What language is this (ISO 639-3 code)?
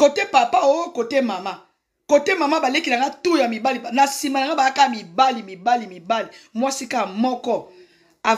lin